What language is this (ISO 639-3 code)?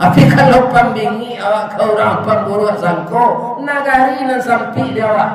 min